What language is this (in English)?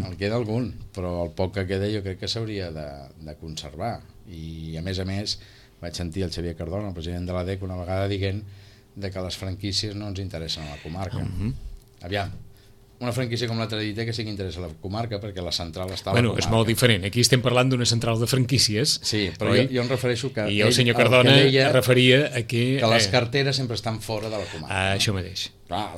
Catalan